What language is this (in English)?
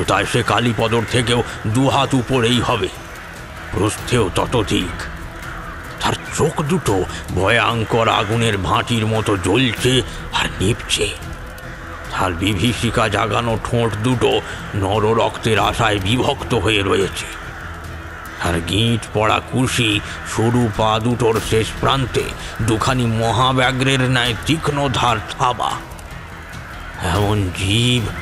Bangla